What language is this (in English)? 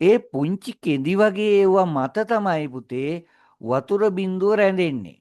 Sinhala